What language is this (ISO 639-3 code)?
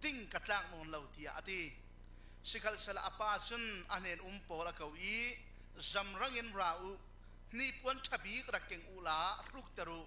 cfm